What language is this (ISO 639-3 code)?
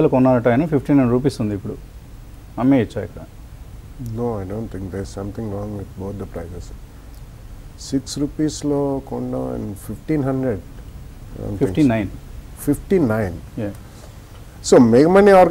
tel